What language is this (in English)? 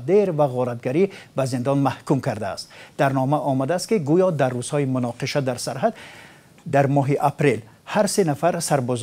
Tajik